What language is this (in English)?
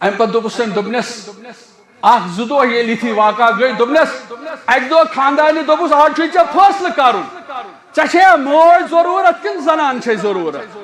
Kashmiri